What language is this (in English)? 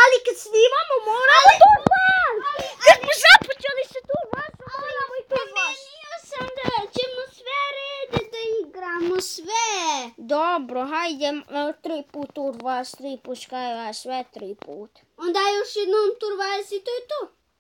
Bosnian